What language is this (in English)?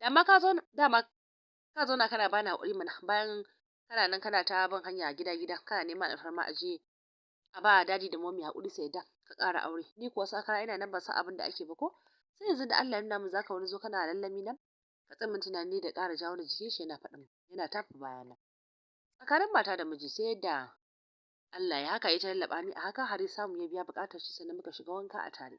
Hausa